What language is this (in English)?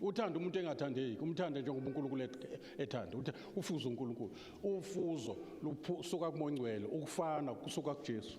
Zulu